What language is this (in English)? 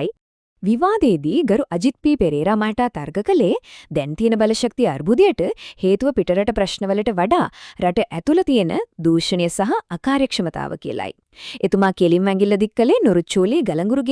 Sinhala